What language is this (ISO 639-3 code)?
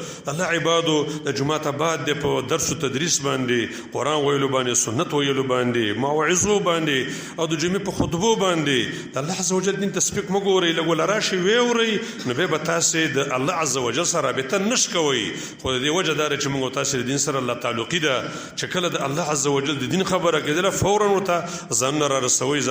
pus